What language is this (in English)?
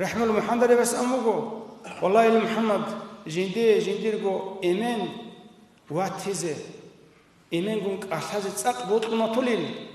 Avaric